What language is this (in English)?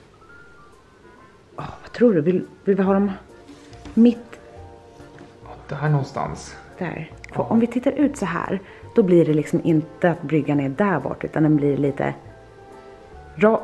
Swedish